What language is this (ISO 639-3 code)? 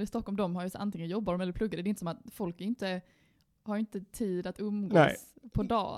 swe